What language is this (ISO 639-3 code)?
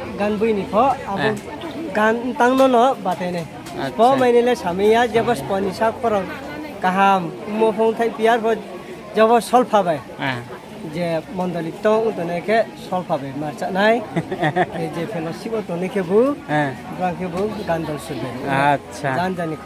ria